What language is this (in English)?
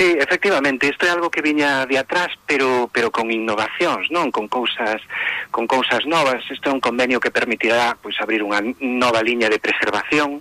Galician